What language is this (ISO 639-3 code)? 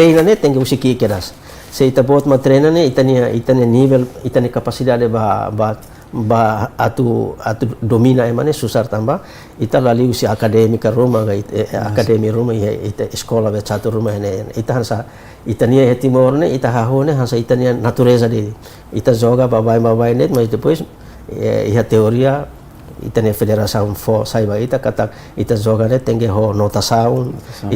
tet